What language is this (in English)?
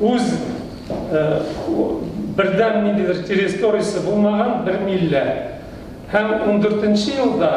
Tatar